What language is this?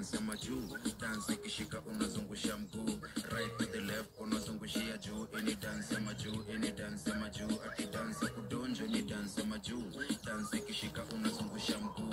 Kikuyu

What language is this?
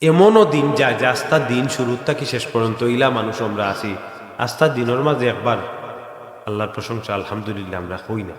Sylheti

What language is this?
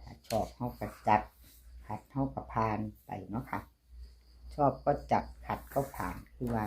Northeastern Thai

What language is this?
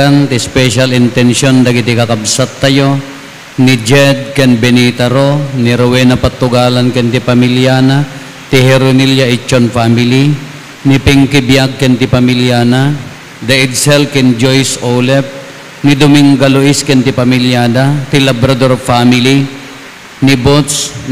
Iloko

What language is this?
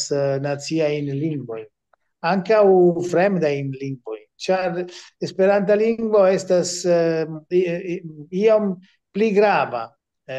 Esperanto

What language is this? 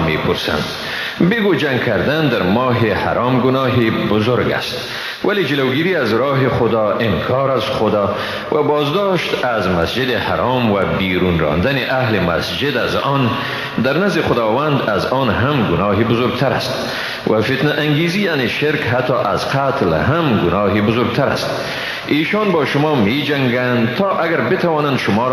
Persian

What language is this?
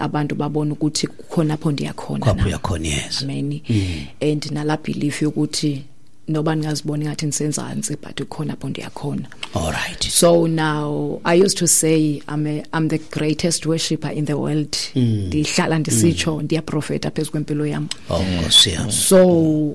Xhosa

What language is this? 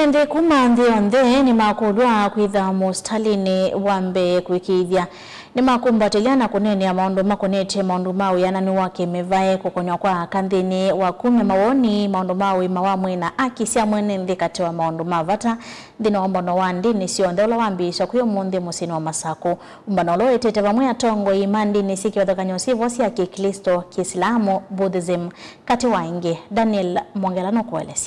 Kamba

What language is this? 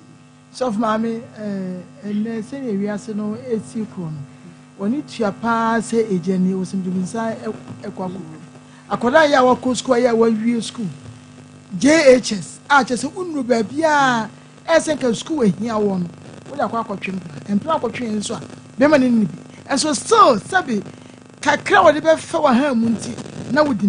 Akan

